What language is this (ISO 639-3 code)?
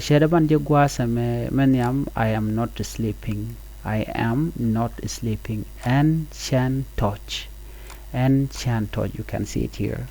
nus